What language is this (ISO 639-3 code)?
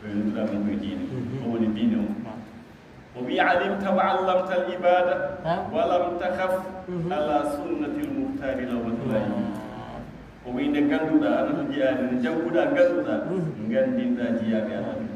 ful